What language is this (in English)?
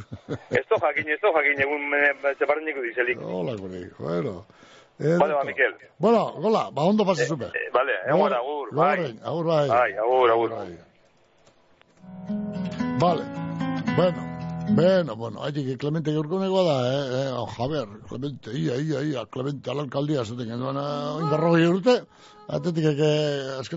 Basque